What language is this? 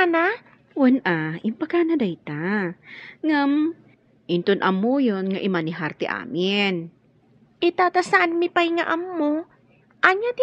Iloko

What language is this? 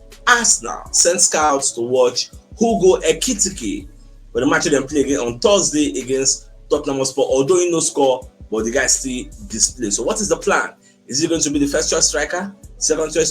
Nigerian Pidgin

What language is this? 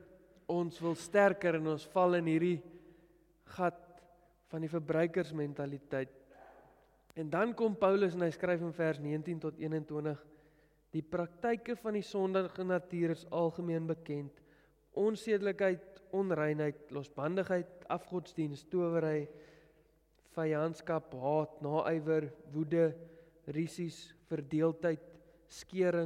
Afrikaans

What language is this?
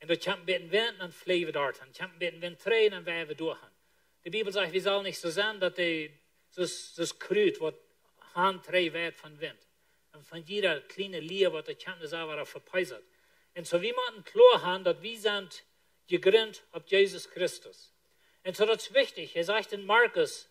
Plautdietsch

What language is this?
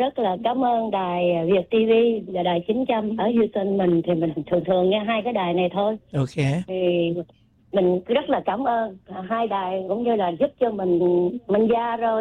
Vietnamese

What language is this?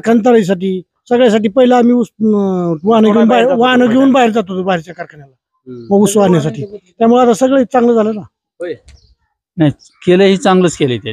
Marathi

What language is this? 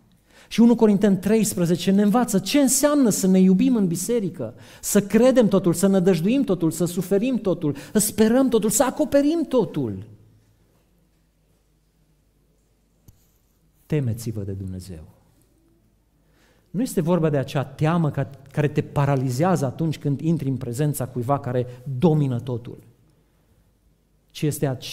Romanian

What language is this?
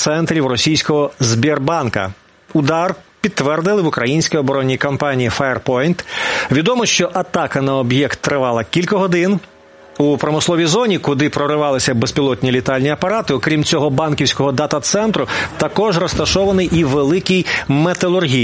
Ukrainian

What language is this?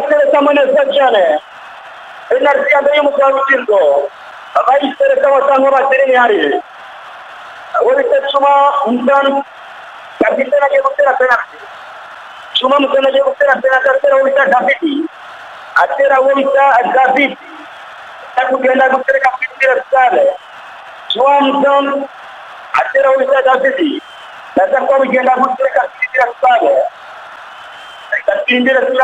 Rundi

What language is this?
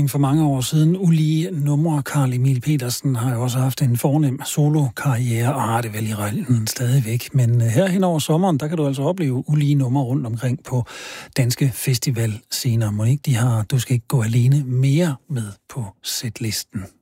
Danish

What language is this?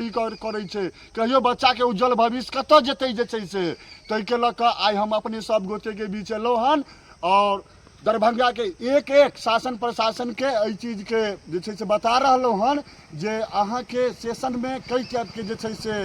Maithili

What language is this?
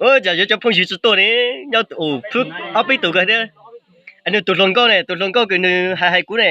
Hmong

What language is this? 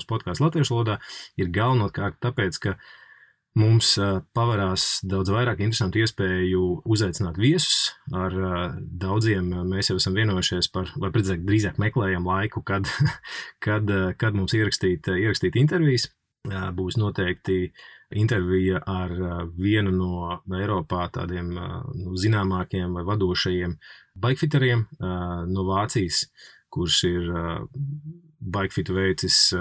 Latvian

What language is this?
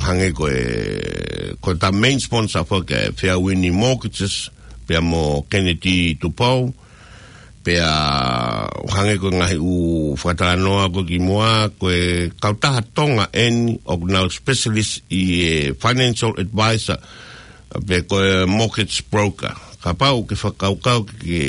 Tongan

